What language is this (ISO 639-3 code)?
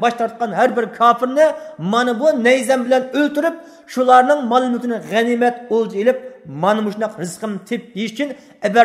uig